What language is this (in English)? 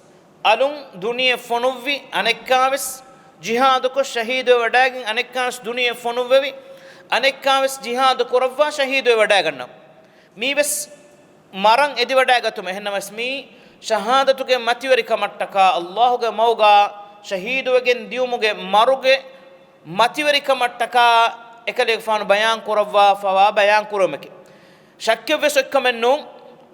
Divehi